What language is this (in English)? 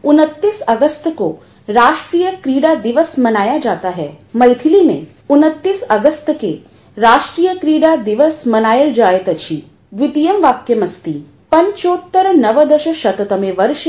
Sanskrit